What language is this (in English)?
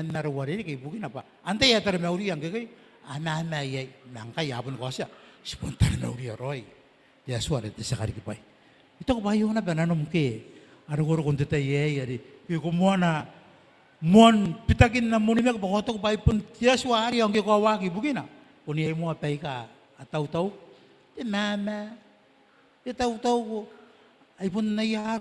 Gilbertese